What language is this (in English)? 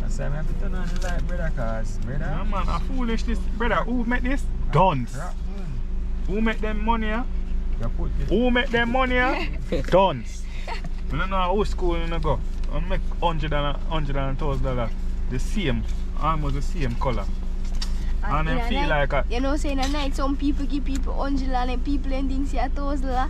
Jamaican Creole English